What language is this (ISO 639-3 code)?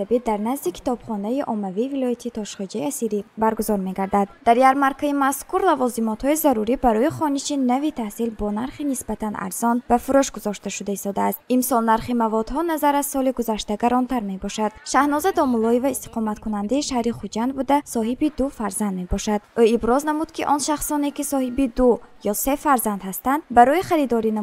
tgk